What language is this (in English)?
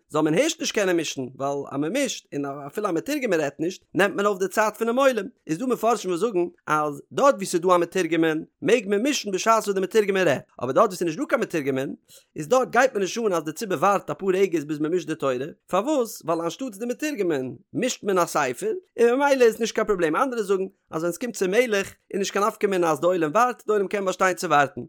Yiddish